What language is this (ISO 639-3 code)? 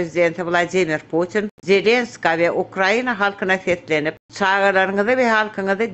tuk